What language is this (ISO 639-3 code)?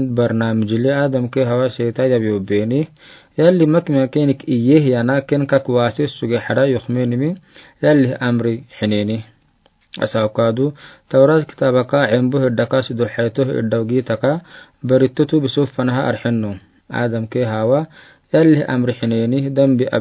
aar